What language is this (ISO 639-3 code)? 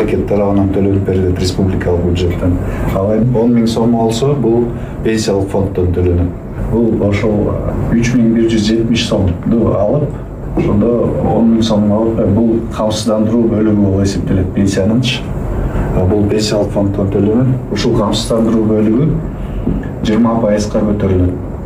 kir